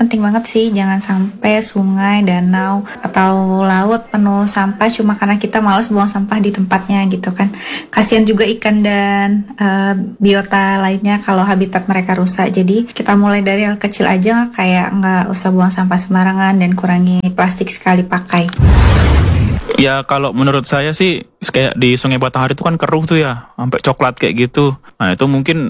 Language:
Indonesian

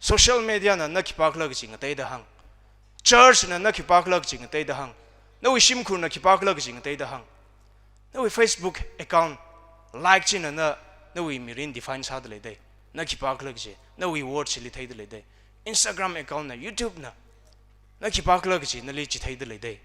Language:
Tangkhul Naga (India)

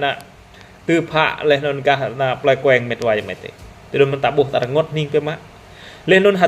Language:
Jarai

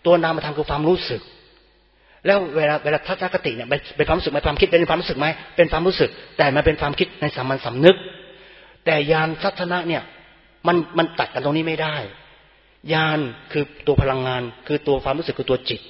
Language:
Thai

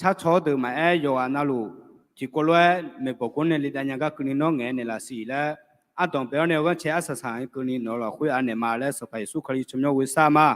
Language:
Akha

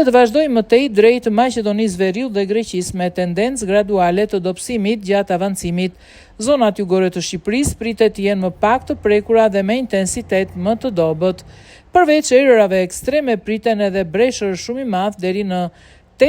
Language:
Albanian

